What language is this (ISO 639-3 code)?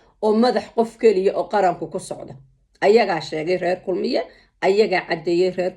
som